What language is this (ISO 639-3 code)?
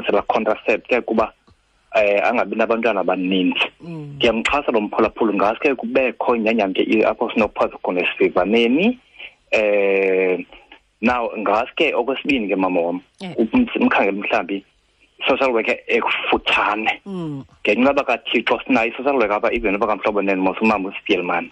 xho